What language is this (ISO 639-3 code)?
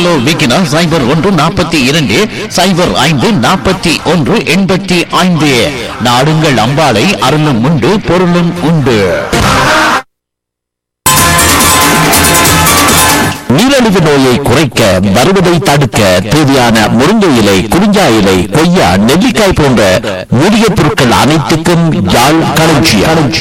tam